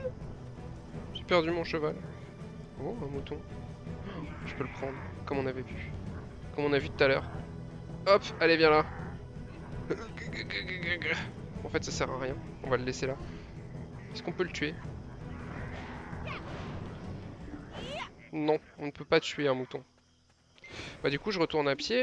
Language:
French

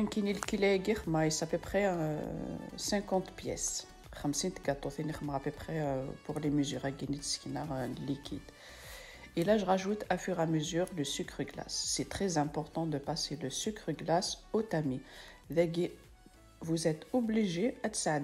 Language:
Kabyle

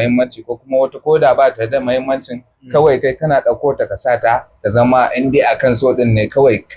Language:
Hausa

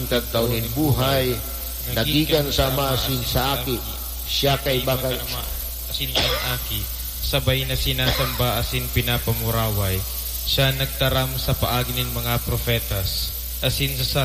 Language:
Bikol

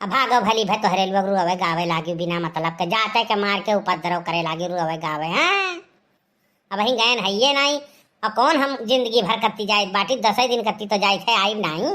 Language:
Awadhi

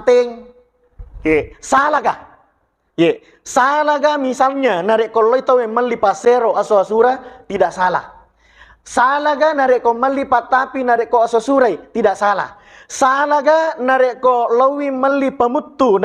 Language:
Buginese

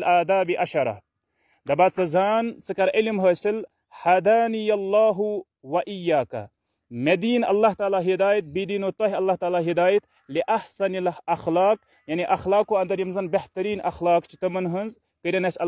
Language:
Kashmiri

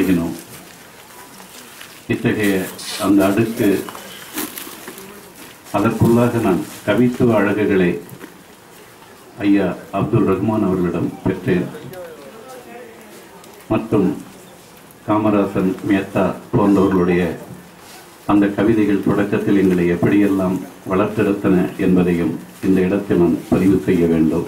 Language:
Tamil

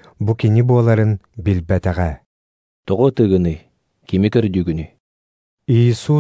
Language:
Yakut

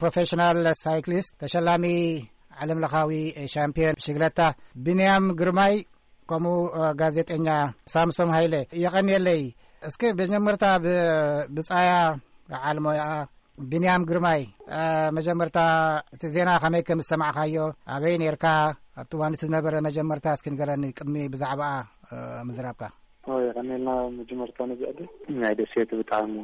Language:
Tigrinya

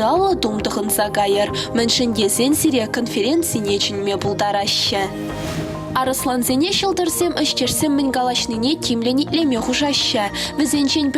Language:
Chuvash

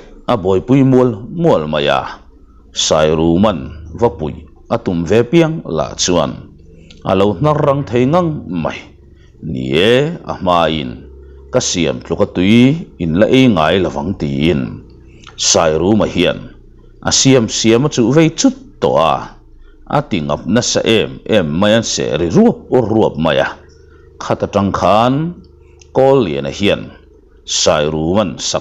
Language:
Mizo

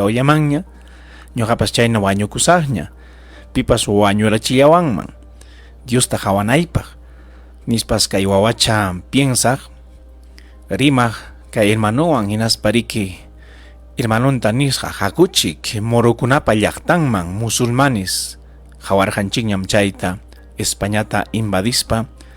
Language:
Ayacucho Quechua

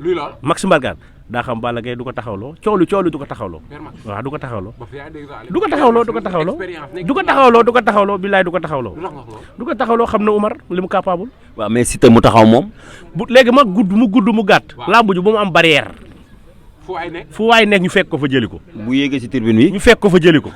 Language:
Wolof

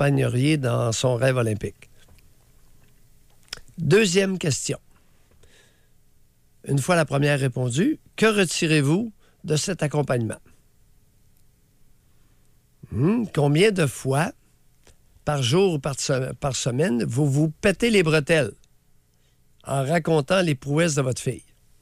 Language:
French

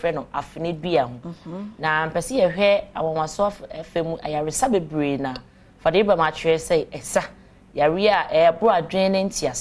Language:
Akan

